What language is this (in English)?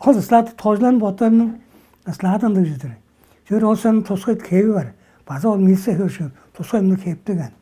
Tuvinian